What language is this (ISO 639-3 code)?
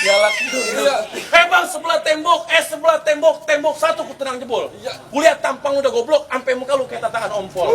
bew